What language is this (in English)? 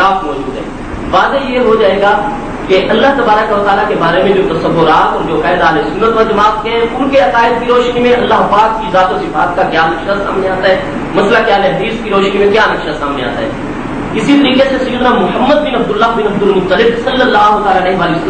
Urdu